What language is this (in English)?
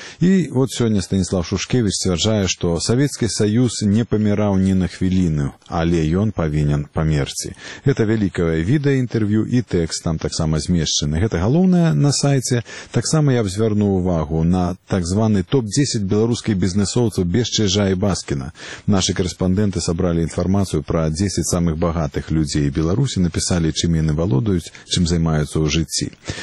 Belarusian